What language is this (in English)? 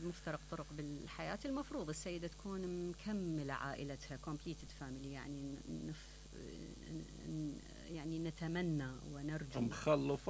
Mesopotamian Arabic